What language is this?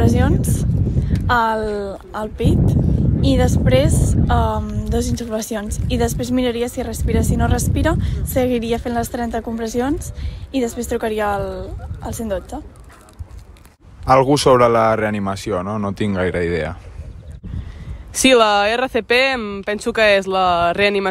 Catalan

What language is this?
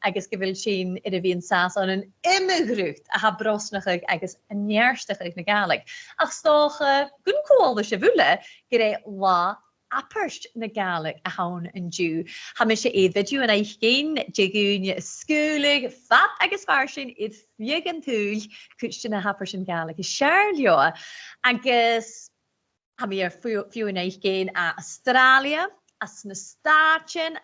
Scottish Gaelic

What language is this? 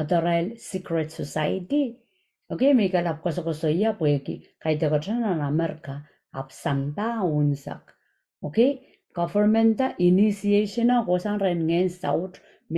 Pohnpeian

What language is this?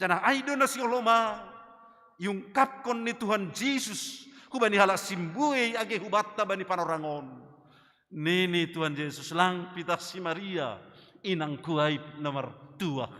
Batak Simalungun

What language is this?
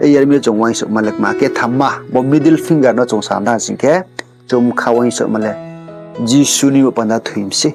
Riang (India)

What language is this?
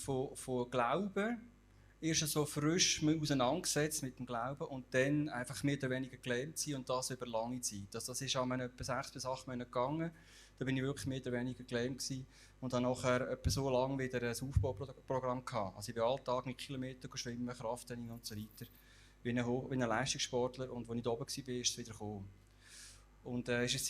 Swiss German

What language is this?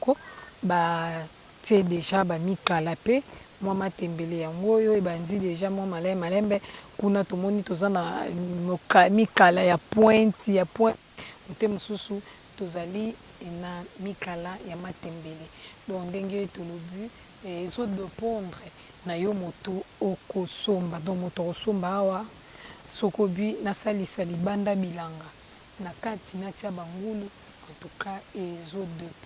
Lingala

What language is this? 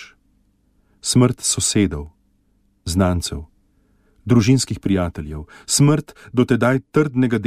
Slovenian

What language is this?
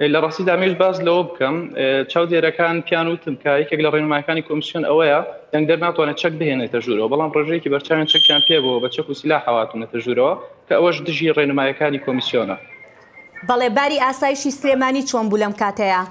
Central Kurdish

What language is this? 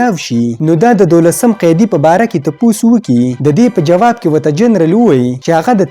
Pashto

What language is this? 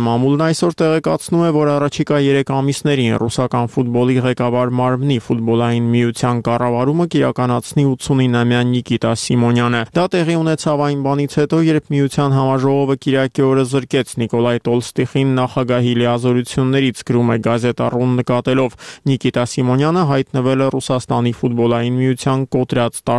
Armenian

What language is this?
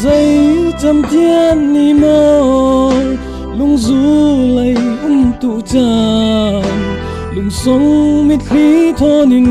Falam Chin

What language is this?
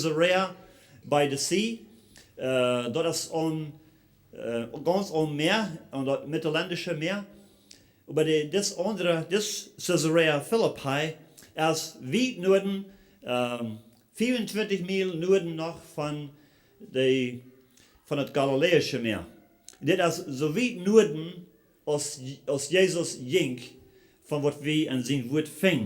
Plautdietsch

